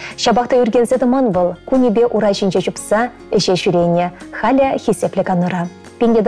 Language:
Chuvash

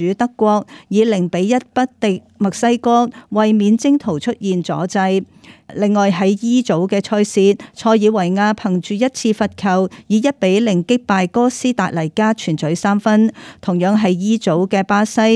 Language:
Cantonese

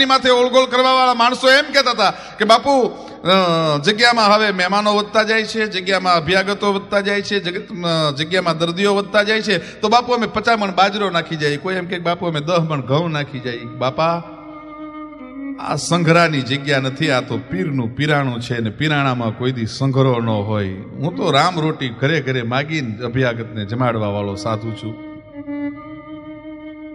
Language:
Gujarati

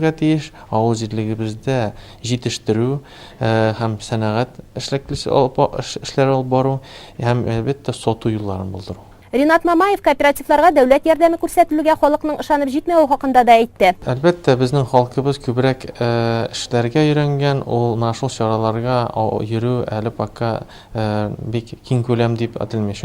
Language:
Tatar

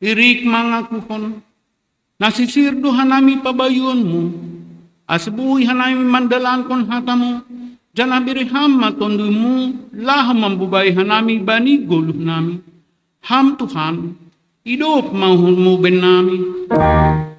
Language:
Batak Simalungun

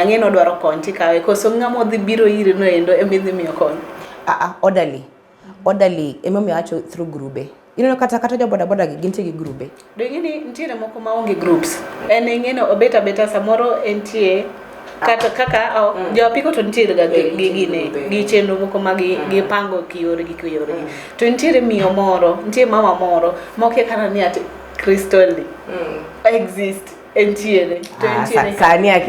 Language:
Luo (Kenya and Tanzania)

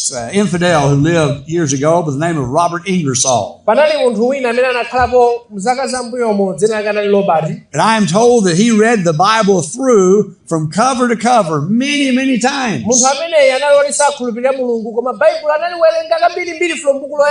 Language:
Nyanja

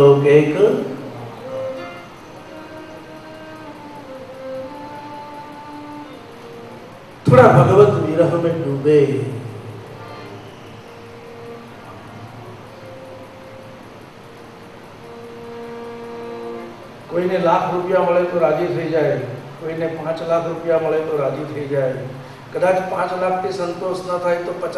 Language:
Gujarati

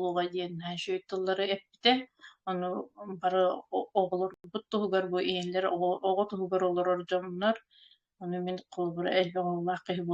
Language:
Yakut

